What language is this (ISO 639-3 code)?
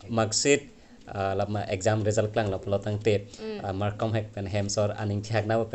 mjw